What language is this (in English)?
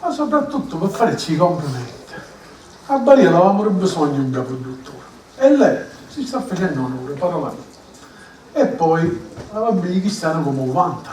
Sicilian